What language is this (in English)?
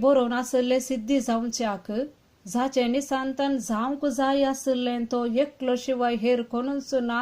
Konkani